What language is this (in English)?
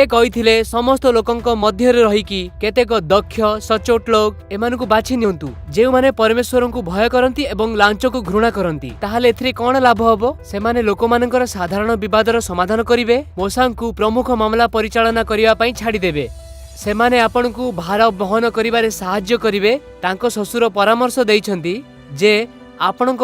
Odia